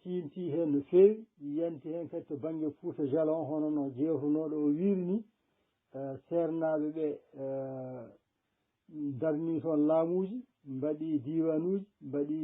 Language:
Fula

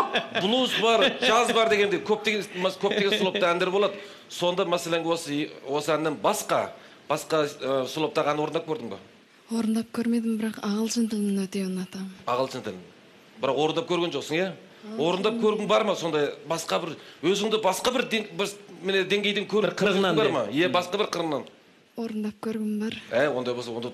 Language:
Kazakh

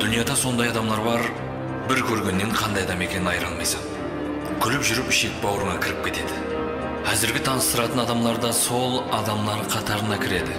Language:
Kara-Kalpak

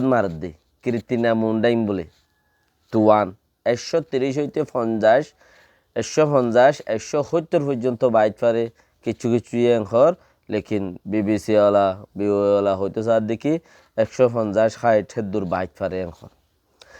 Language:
Rohingya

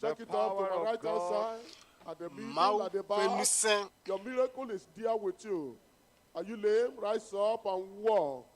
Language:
Ewe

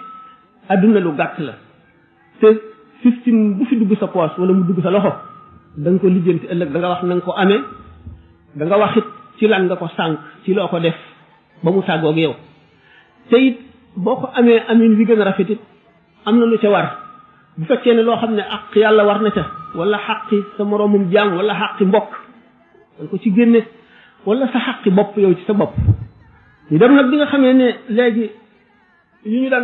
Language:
Wolof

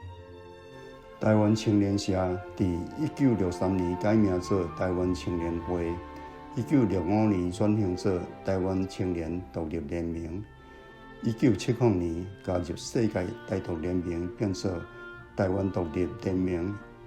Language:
Min Nan Chinese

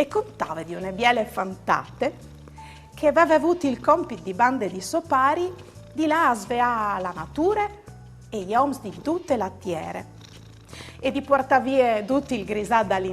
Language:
Friulian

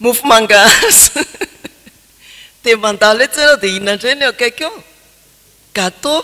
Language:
Malagasy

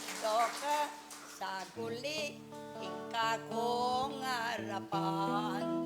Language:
Pampanga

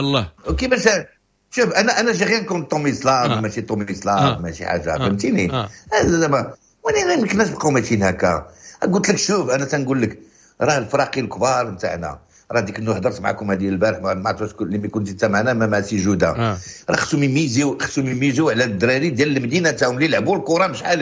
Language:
Moroccan Arabic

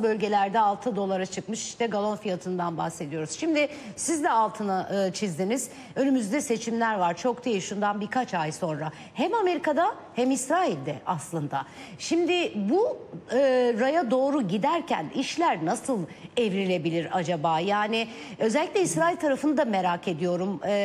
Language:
Turkish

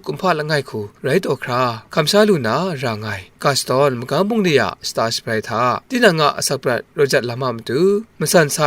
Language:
Kachin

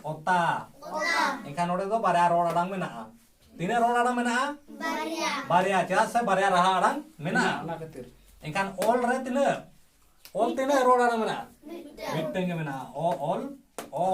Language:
Santali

